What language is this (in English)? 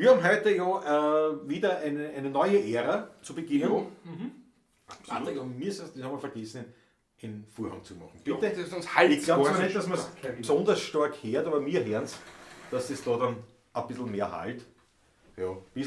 Bavarian